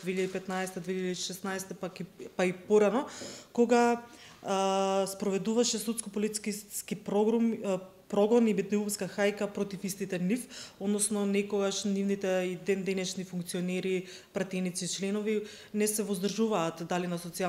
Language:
Macedonian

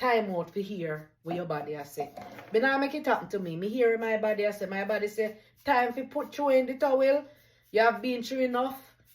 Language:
Jamaican Creole English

